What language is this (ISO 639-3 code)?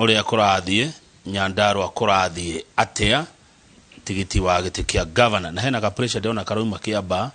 kik